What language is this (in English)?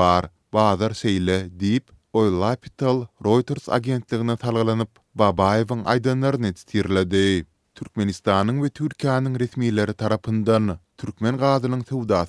Turkmen